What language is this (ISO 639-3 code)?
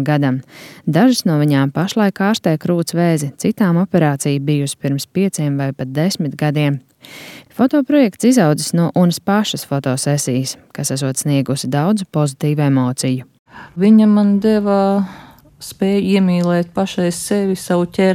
lav